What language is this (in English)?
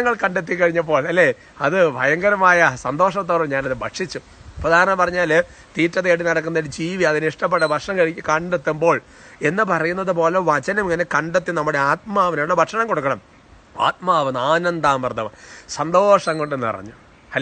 Malayalam